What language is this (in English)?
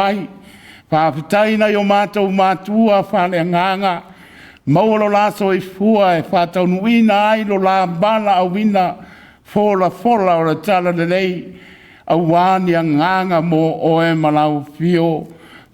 Samoan